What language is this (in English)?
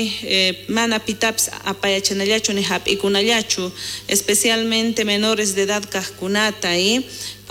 South Bolivian Quechua